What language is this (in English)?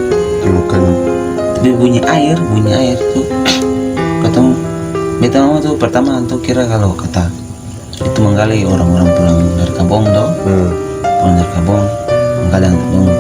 Ambonese Malay